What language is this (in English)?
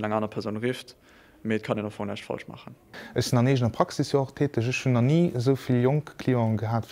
Luxembourgish